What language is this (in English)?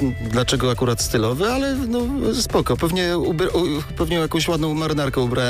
Polish